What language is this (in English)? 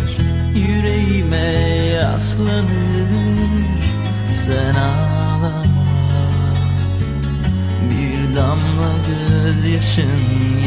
Turkish